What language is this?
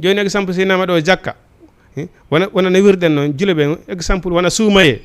Fula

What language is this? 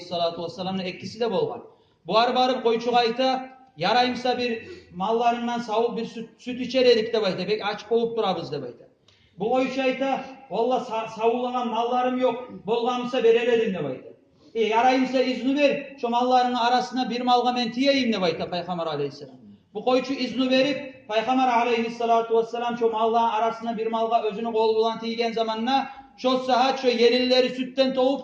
Kumyk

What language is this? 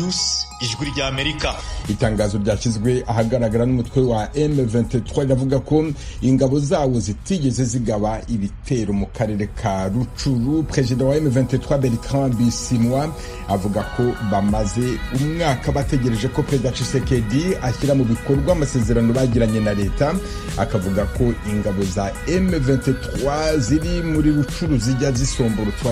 Kinyarwanda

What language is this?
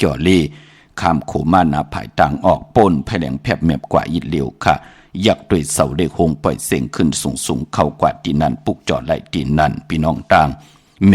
Shan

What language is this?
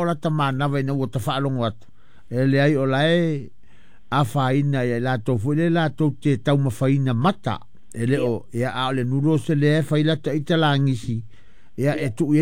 Samoan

